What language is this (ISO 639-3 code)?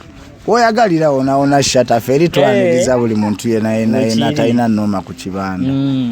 lug